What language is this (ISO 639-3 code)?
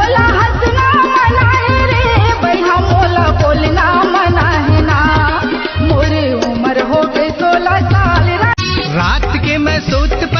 hne